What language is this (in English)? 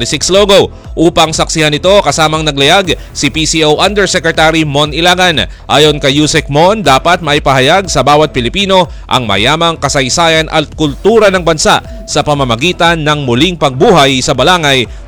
Filipino